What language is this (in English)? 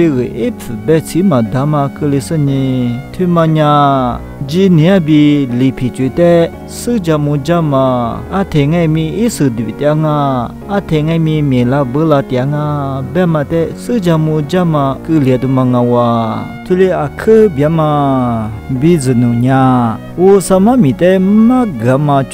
Lisu